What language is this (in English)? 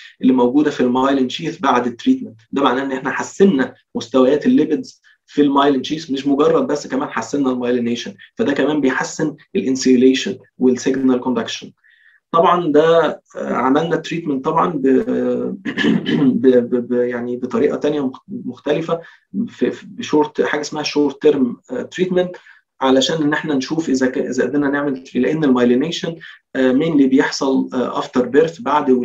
Egyptian Arabic